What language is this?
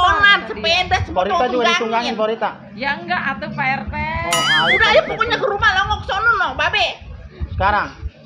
Betawi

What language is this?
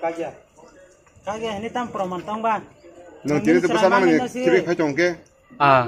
Kok Borok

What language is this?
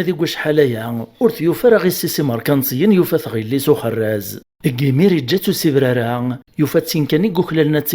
Kabyle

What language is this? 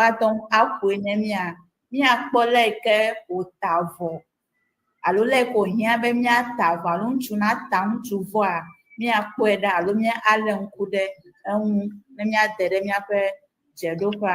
Ewe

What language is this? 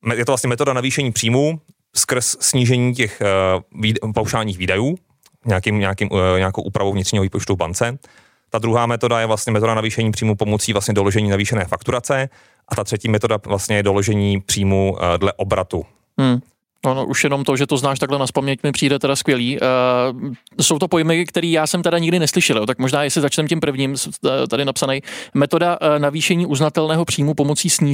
Czech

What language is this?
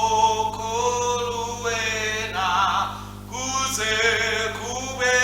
Swati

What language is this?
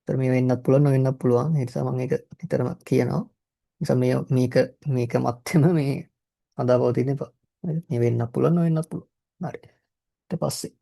Sinhala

